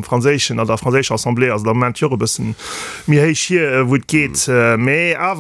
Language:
Luxembourgish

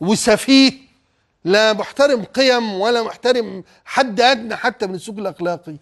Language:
Egyptian Arabic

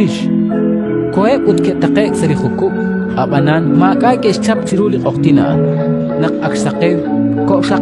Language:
Kekchí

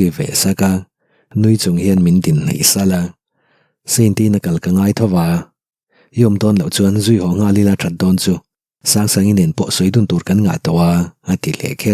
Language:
Mizo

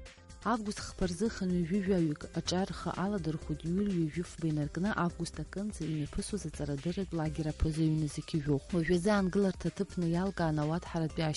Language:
Abkhazian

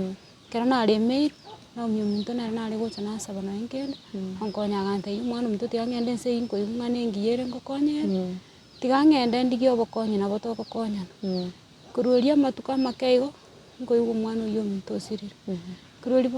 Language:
Gusii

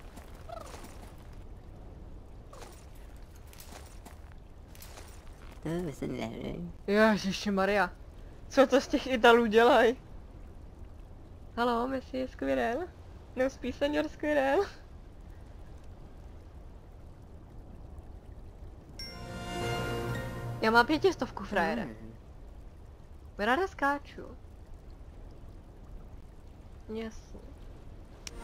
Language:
Czech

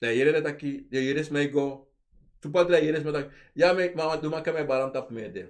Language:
Sranan Tongo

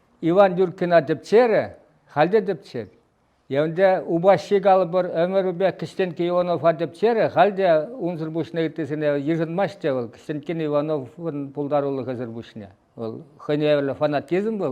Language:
Chuvash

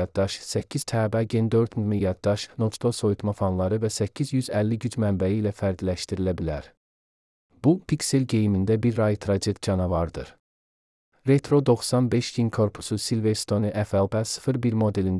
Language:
Azerbaijani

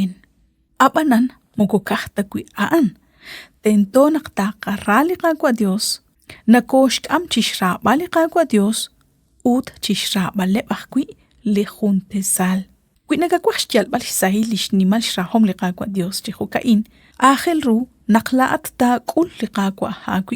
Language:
Kekchí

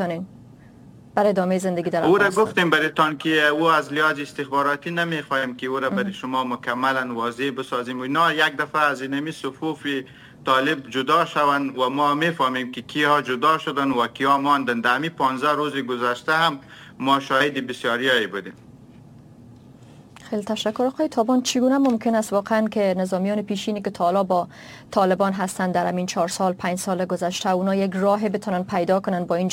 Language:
Persian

